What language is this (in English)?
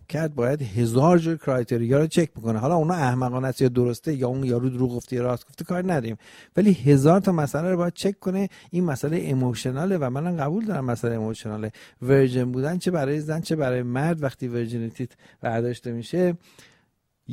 Persian